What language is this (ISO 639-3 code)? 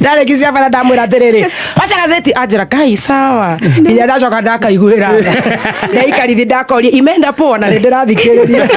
kik